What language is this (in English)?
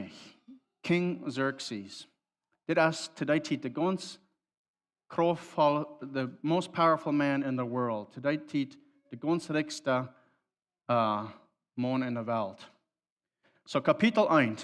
Plautdietsch